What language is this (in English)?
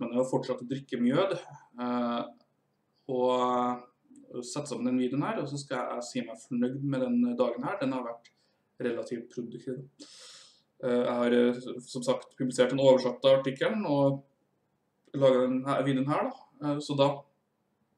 Norwegian